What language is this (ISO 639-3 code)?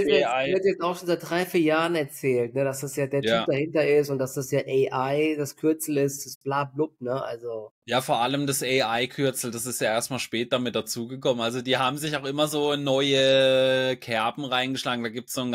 deu